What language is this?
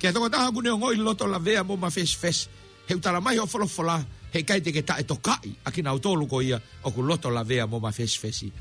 Tongan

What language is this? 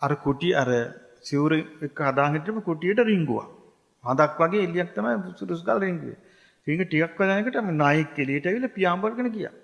Sinhala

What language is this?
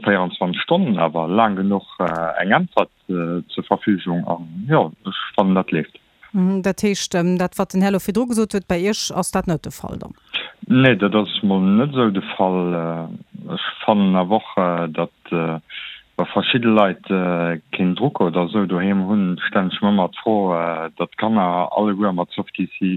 Luxembourgish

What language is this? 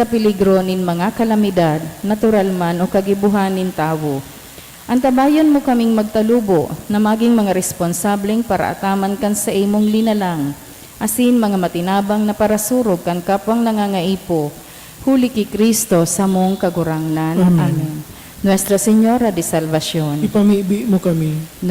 Bikol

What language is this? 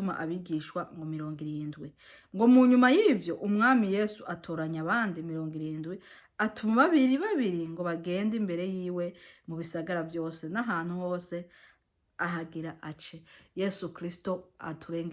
Rundi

